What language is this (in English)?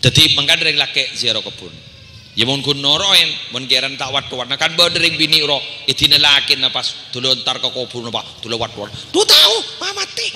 Madurese